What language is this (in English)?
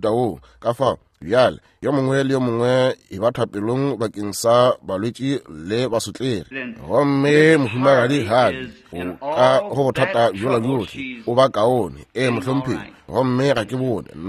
Northern Sotho